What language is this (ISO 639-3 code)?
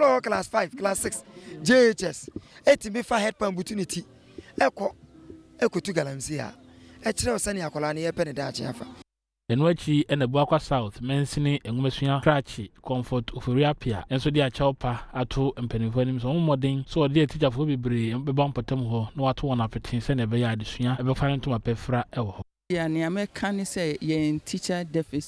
aka